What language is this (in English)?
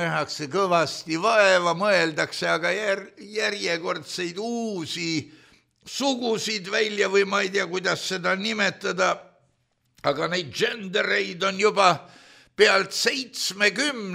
Estonian